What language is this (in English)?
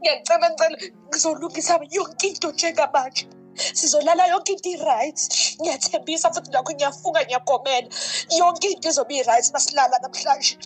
Zulu